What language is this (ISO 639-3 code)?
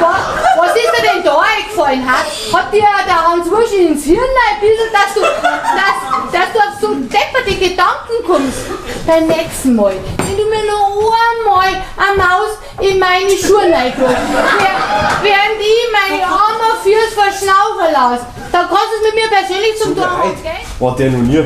bar